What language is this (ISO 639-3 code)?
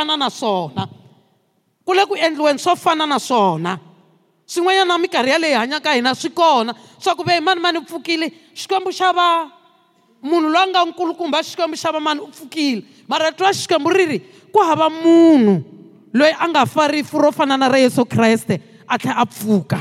tso